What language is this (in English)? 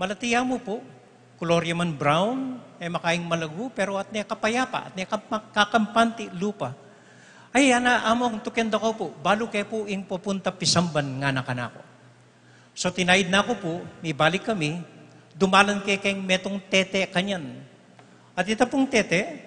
Pampanga